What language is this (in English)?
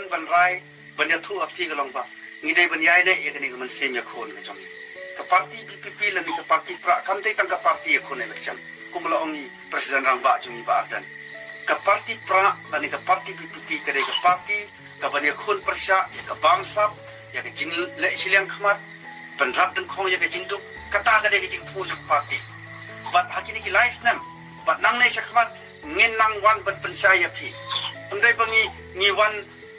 Khasi